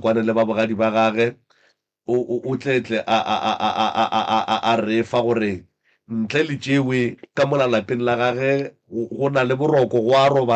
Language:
Northern Sotho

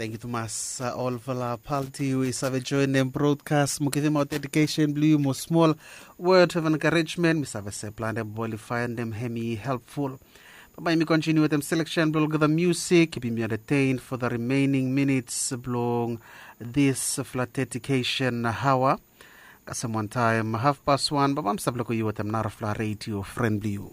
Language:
Bislama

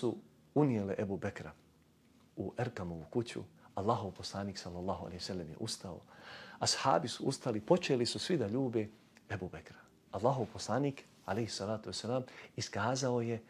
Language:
Bosnian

